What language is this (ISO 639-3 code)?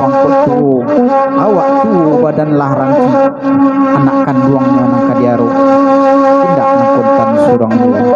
min